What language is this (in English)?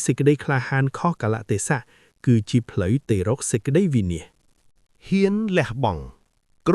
Khmer